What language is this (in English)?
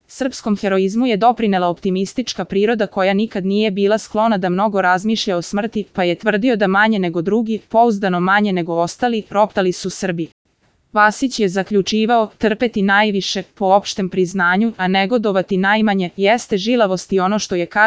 Serbian